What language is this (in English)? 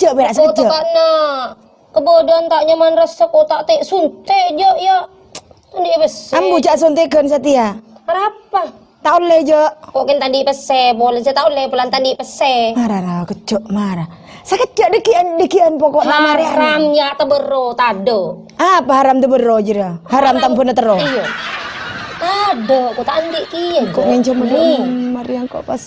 Madurese